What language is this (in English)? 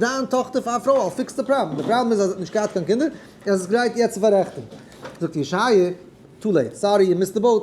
Yiddish